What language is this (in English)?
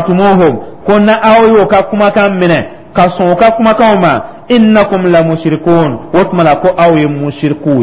Dyula